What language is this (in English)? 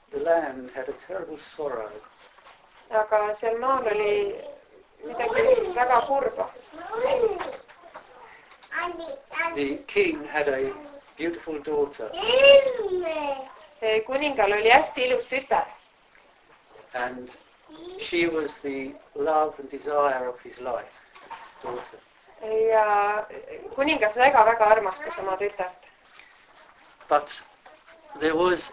Estonian